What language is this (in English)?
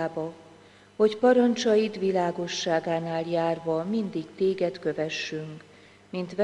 Hungarian